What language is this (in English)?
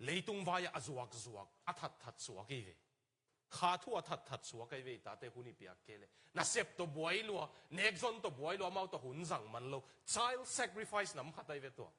Tedim Chin